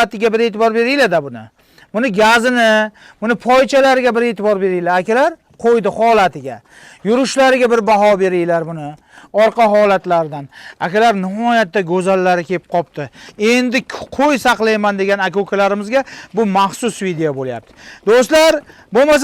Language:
Uzbek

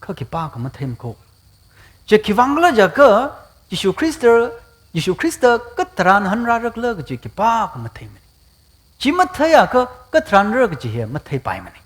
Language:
Tangkhul Naga (India)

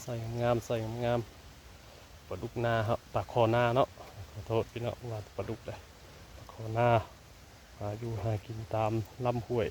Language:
Northeastern Thai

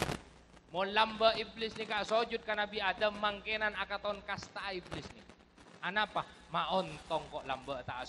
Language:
Madurese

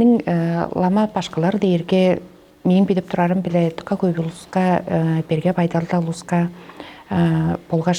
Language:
Tuvinian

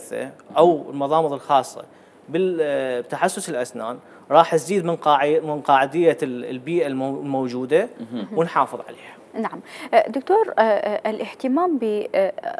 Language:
Mesopotamian Arabic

